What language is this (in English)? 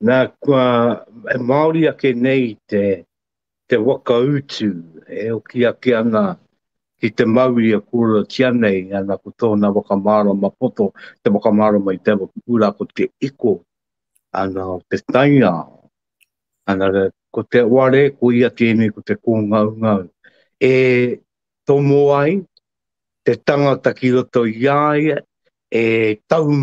Māori